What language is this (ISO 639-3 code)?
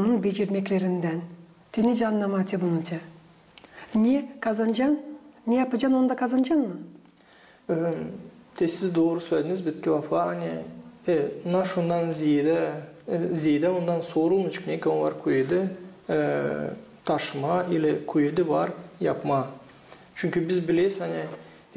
gag